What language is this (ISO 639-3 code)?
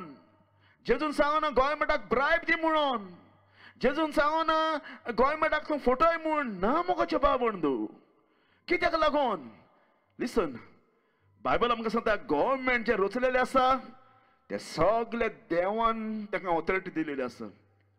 kok